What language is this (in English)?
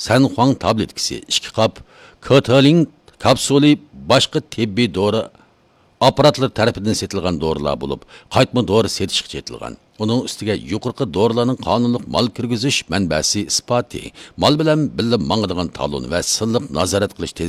Uyghur